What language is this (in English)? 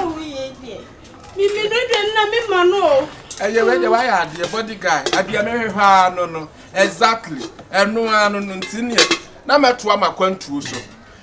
Akan